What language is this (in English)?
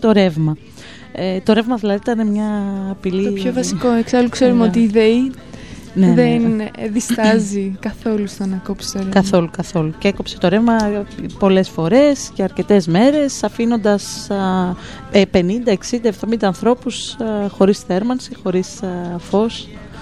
Greek